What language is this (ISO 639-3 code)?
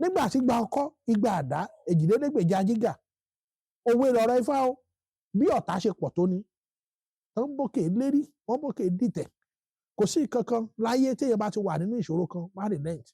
yor